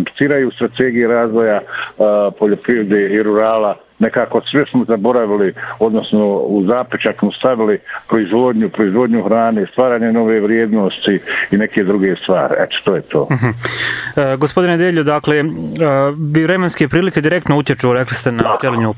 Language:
Bosnian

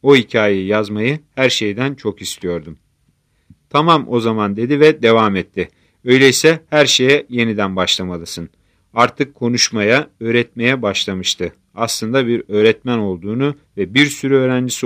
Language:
Turkish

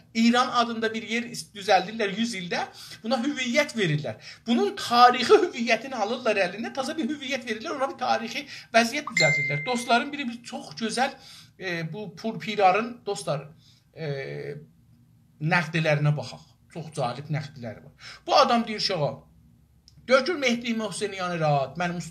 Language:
South Azerbaijani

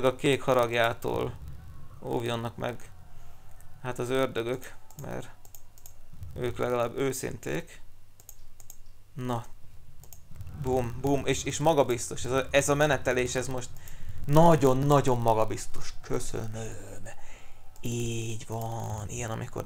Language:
Hungarian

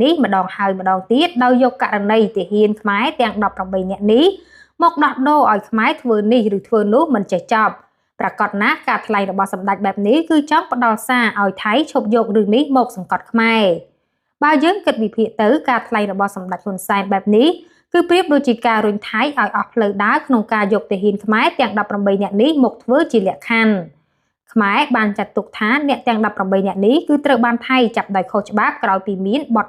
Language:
Khmer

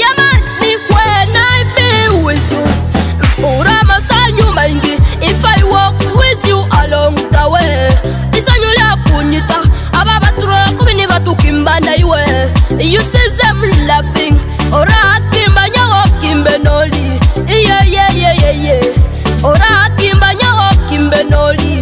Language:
Nyoro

